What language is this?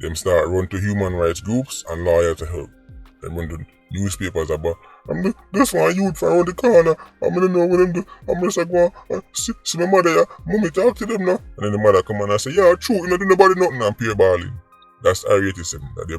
Jamaican Creole English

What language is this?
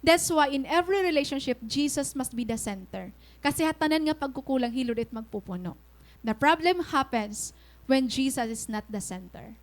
Waray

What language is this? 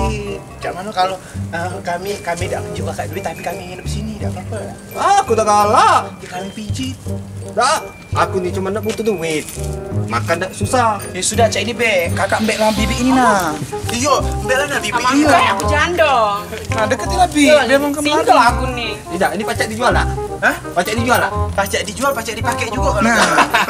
Musi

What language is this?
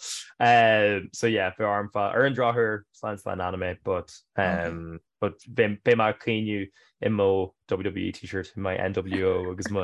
Irish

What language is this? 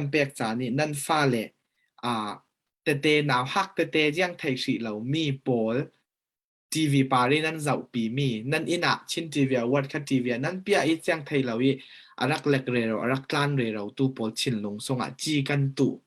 Falam Chin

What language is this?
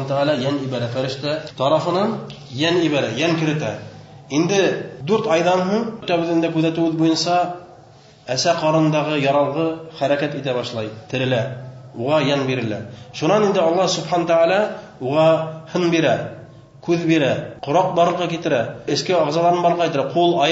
Bashkir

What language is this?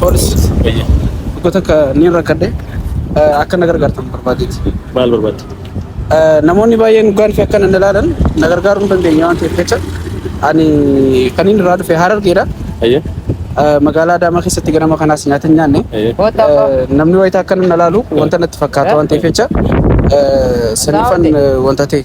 Oromo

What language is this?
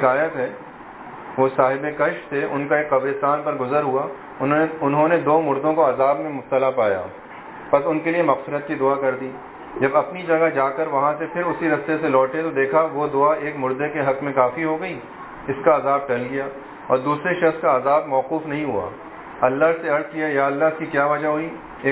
Urdu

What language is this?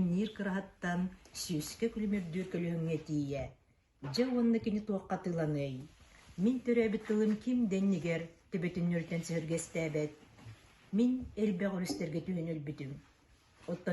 Yakut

